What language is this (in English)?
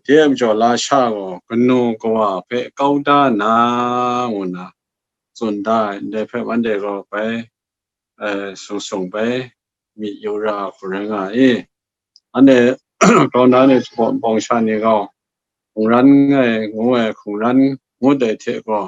Kachin